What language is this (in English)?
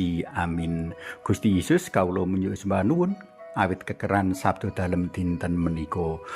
Javanese